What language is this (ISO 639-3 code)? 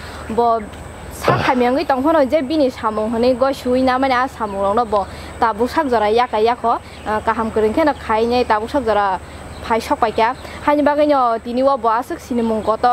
trp